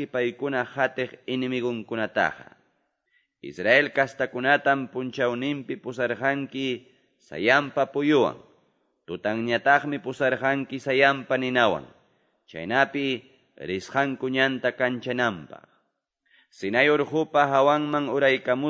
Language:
Ayacucho Quechua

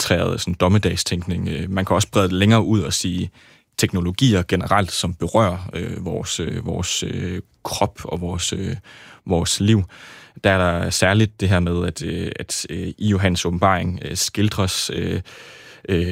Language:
Danish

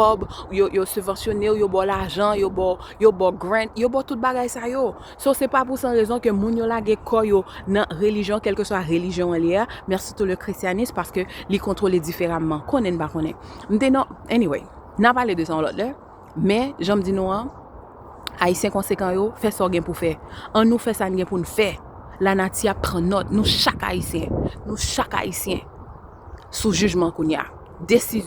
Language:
Haitian Creole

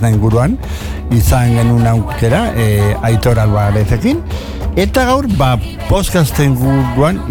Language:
Basque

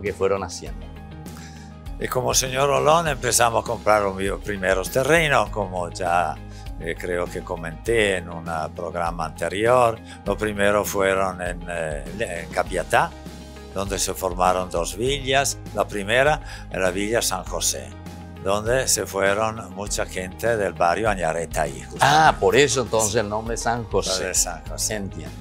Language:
Spanish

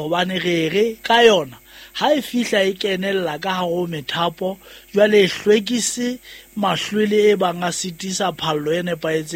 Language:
Southern Sotho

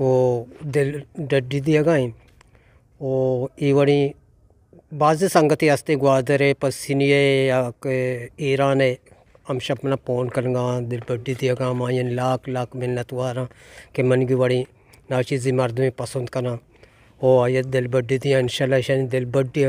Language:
Eastern Balochi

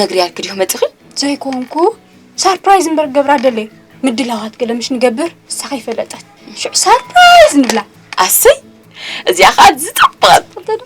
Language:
Tigrinya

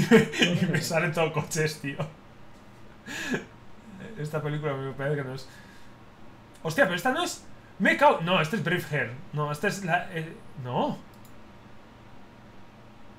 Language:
Spanish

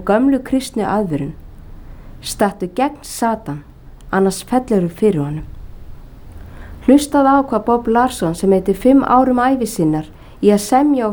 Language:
Icelandic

